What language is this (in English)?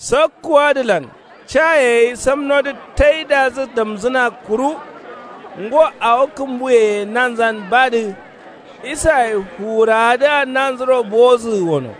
Kanuri